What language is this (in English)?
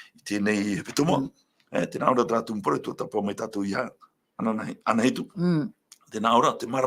Tahitian